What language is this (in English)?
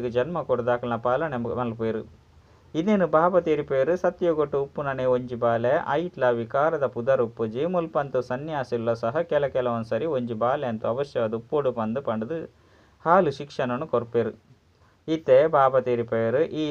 Tulu